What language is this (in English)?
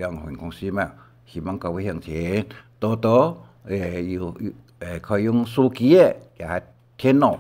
Hakka Chinese